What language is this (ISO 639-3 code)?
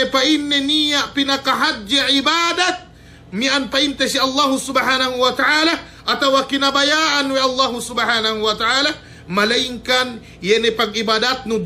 yka